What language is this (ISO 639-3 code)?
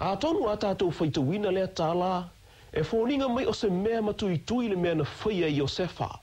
smo